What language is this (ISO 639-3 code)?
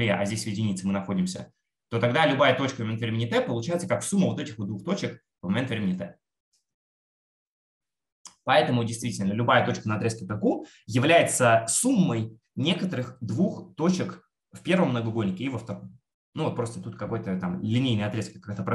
rus